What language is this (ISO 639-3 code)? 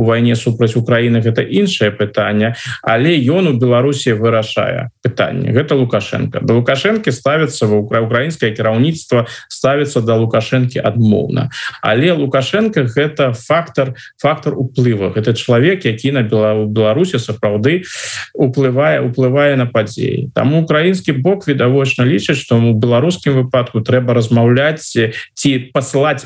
bel